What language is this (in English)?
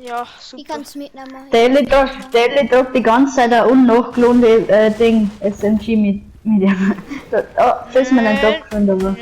Bavarian